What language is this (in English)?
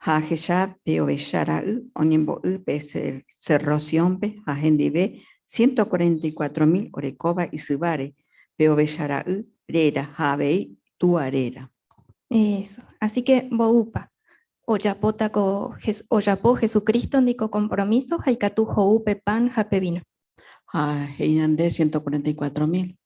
Guarani